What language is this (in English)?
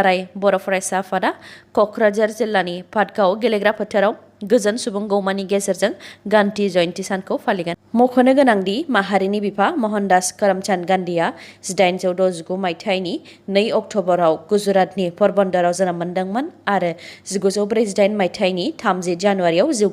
Bodo